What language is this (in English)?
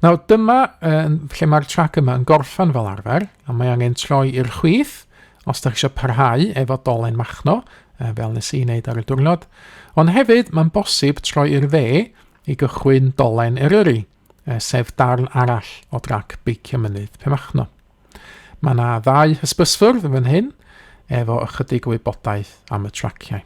Welsh